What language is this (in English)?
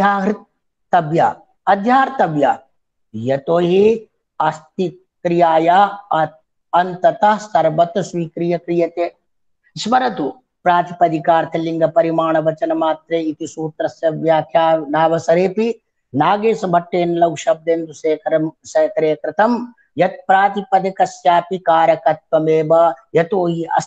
Sanskrit